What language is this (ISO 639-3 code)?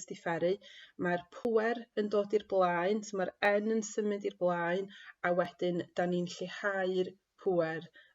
cym